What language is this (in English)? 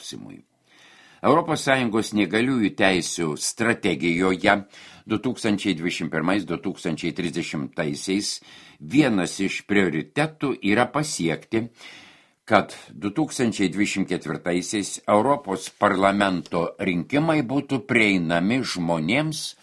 Lithuanian